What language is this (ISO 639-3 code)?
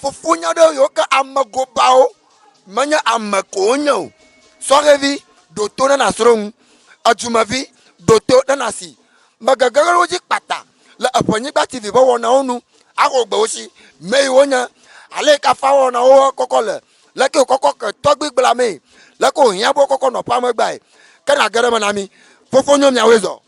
ewe